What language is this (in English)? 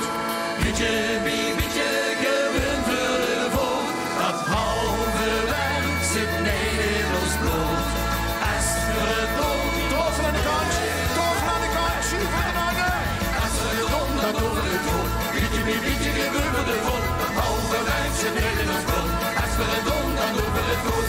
Limburgish